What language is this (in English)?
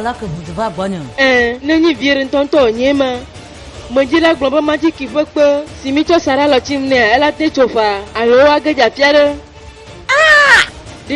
Ewe